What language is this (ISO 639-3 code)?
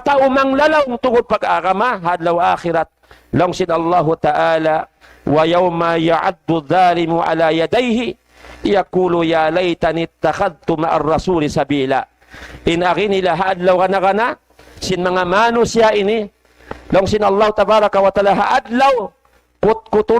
tsg